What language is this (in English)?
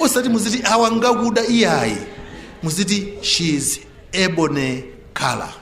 Nyanja